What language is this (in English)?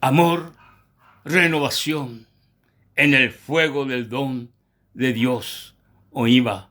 Guarani